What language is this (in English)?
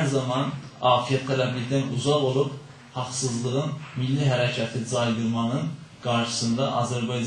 South Azerbaijani